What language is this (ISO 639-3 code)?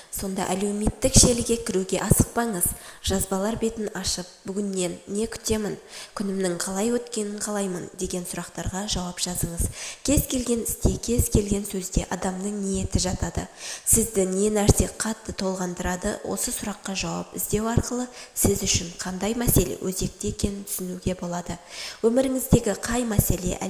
kaz